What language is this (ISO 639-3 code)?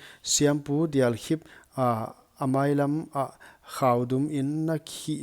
pck